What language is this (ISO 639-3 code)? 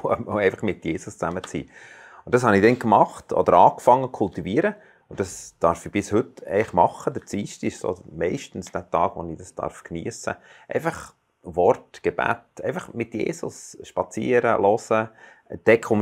gsw